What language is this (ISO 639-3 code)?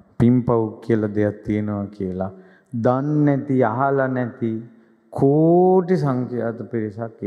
sin